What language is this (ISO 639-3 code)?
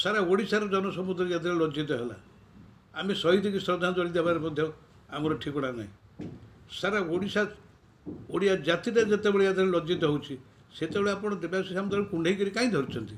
ori